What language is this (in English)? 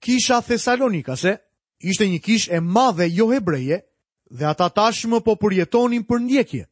Albanian